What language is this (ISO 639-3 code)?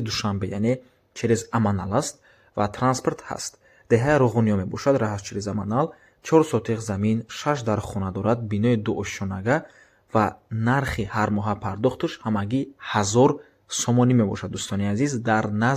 tgk